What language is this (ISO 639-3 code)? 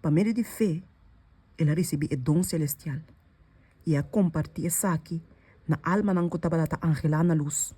pap